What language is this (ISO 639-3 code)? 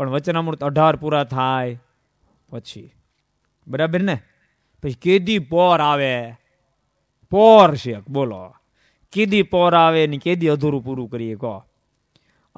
guj